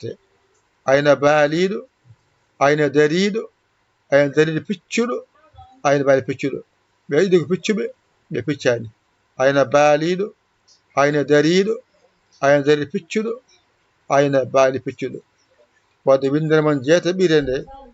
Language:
Fula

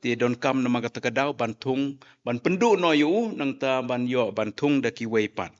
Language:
Khasi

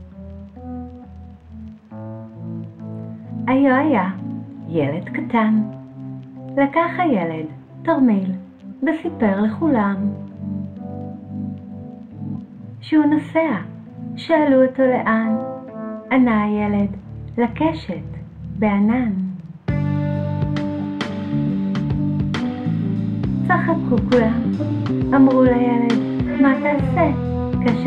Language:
Hebrew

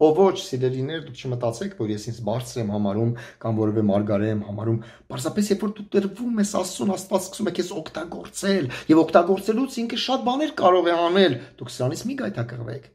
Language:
Armenian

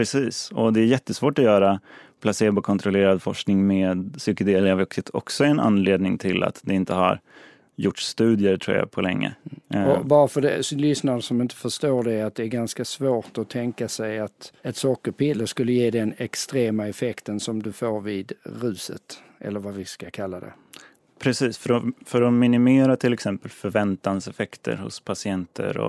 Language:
Swedish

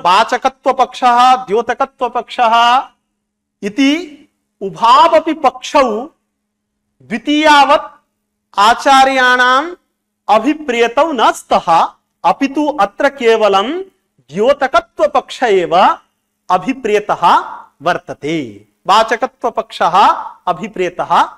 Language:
Sanskrit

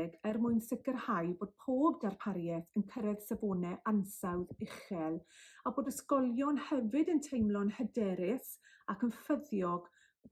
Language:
Welsh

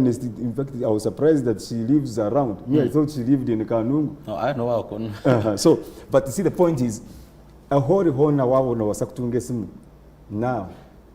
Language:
Nyankole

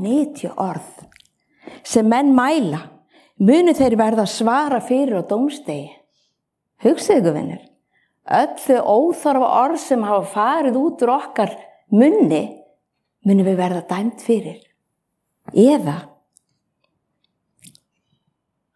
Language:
Icelandic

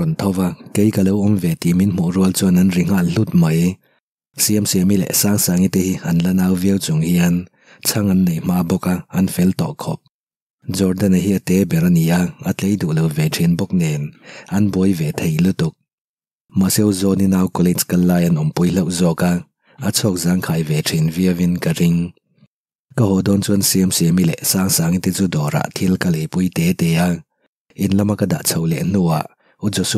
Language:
Mizo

